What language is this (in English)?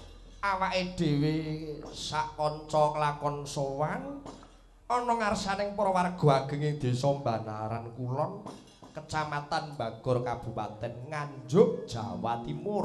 Javanese